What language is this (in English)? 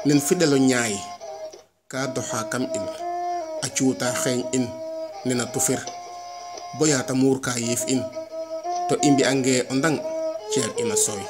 Serer